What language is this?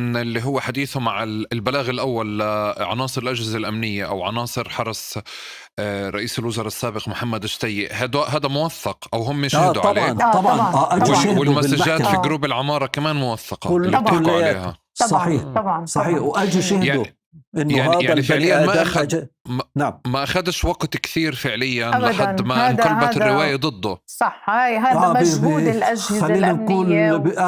North Levantine Arabic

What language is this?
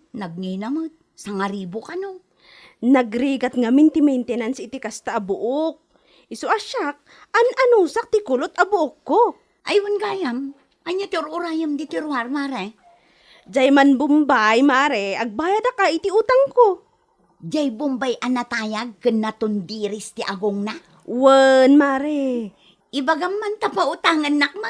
Iloko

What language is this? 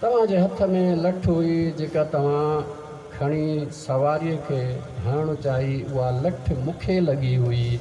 Sindhi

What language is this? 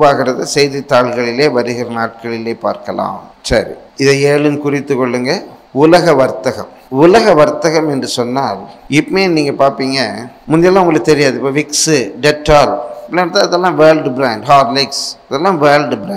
Tamil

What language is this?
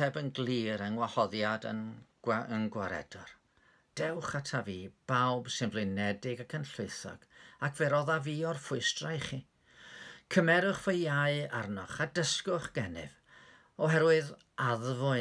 Welsh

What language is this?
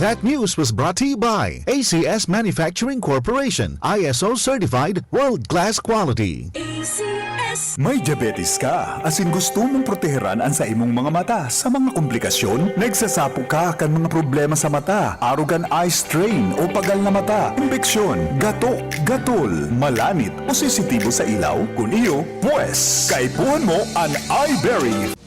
Bikol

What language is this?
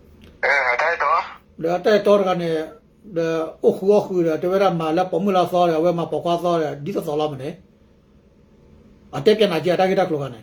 S'gaw Karen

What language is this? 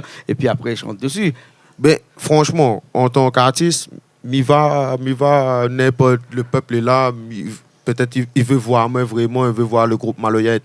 Réunion Creole French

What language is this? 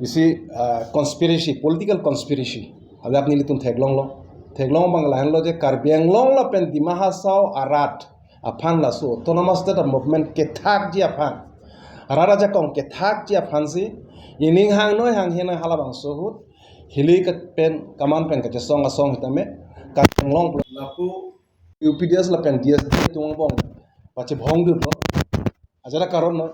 Karbi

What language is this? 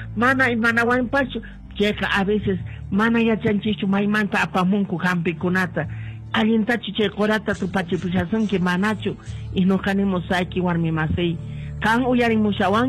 Quechua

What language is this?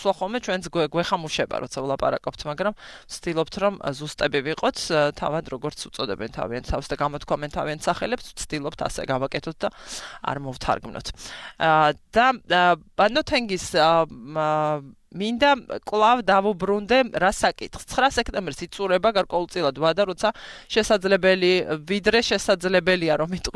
Georgian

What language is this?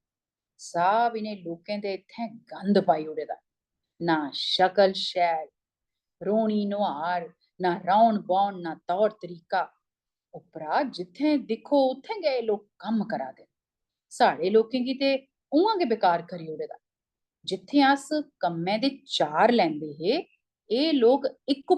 Dogri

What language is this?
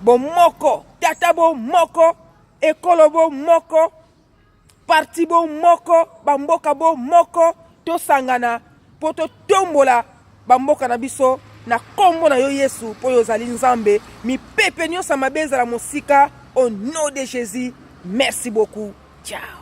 Lingala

